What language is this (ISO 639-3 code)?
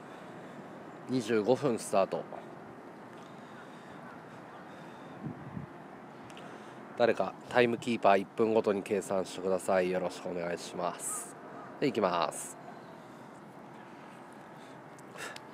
jpn